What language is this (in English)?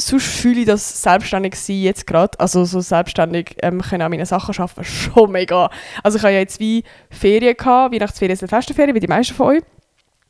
Swiss German